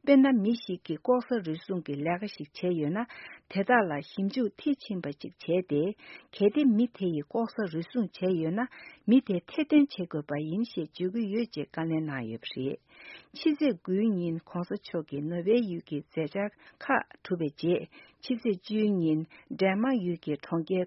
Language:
Tibetan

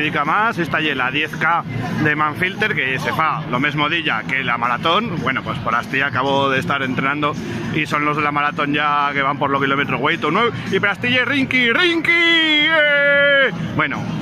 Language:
Aragonese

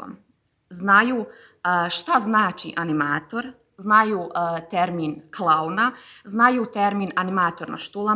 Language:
Bosnian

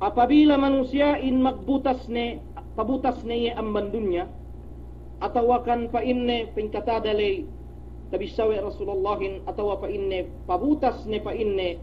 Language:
Yakan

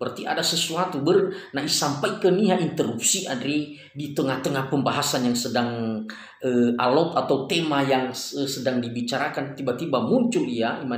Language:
Nias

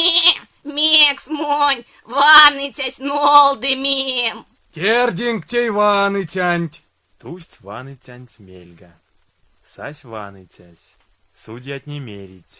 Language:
Erzya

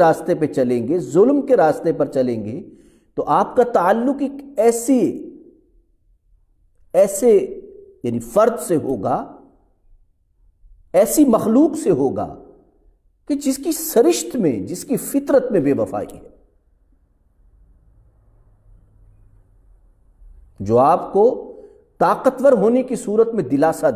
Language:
Urdu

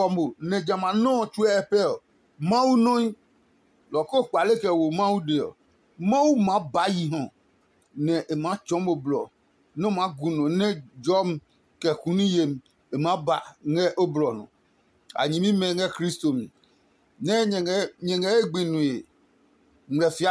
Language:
Adangme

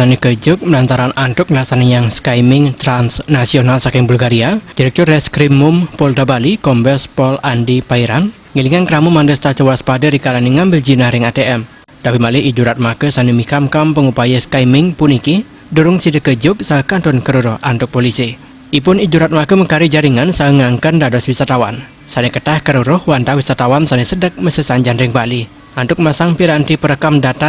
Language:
Balinese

